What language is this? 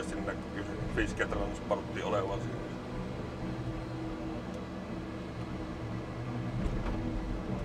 Finnish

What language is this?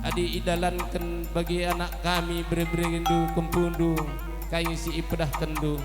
Batak Karo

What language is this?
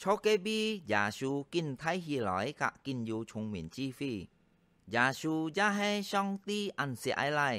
Hakka Chinese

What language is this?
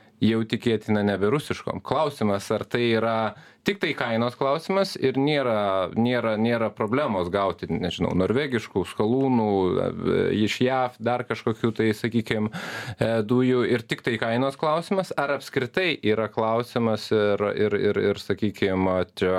Lithuanian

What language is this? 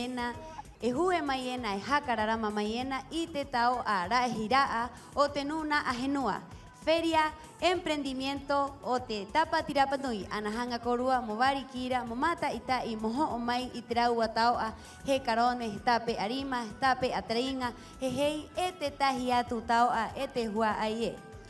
Rapanui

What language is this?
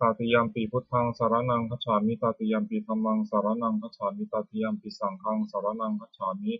Pali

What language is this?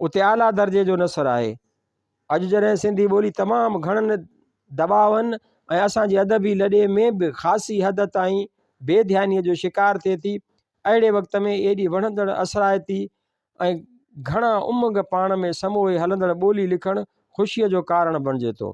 Sindhi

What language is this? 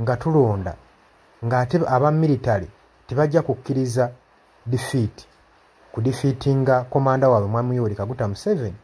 Ganda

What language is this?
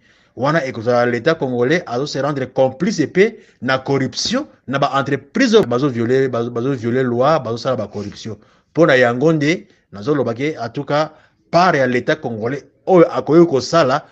Lingala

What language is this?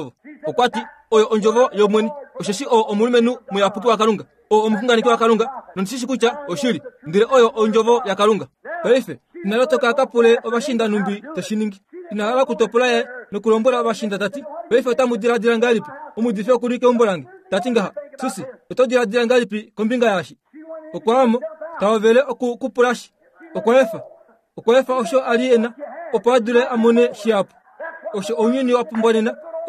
Kuanyama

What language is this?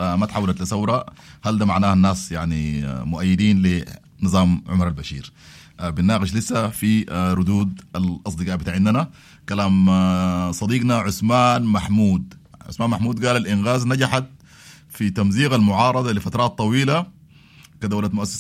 Sudanese Arabic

